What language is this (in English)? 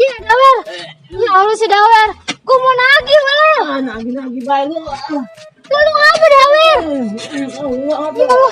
Betawi